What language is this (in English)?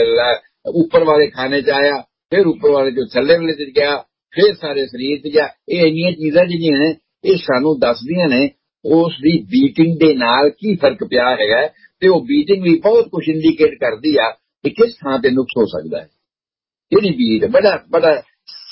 Punjabi